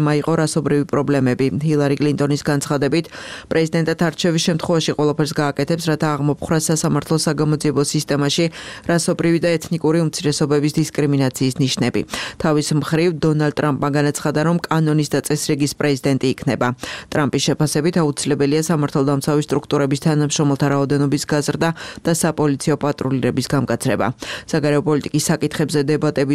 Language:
Georgian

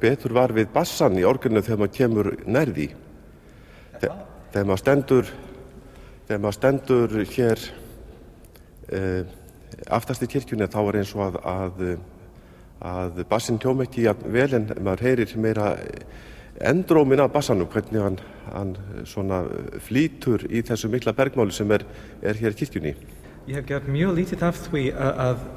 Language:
Icelandic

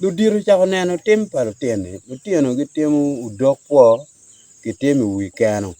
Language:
Acoli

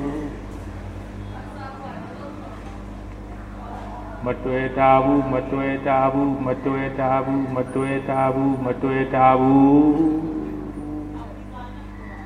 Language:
Burmese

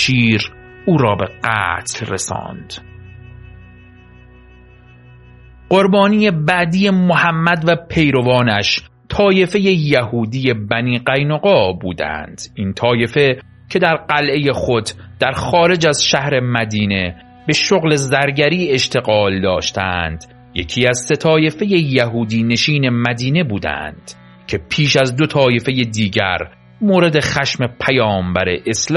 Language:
Persian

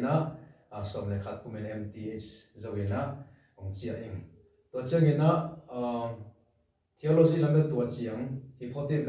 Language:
Tedim Chin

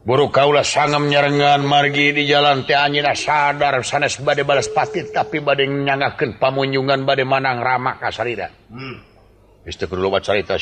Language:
Sundanese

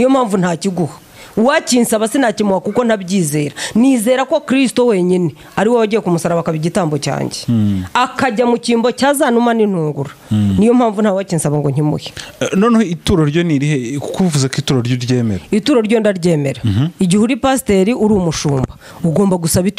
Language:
Kinyarwanda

